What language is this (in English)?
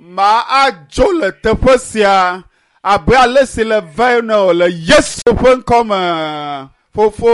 Ewe